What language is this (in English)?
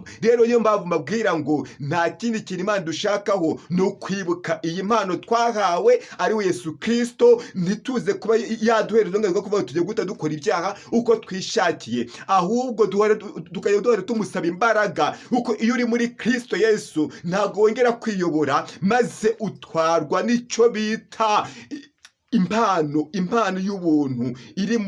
Kinyarwanda